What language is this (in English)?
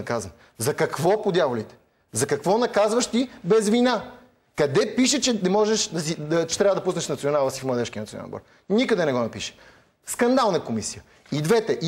Bulgarian